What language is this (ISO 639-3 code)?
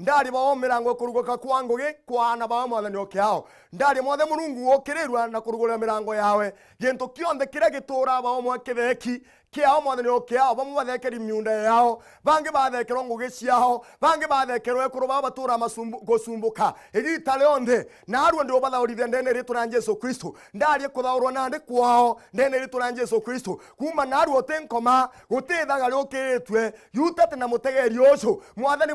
mer